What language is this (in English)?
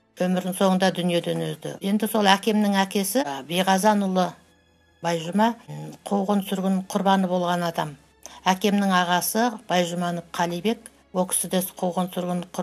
Kazakh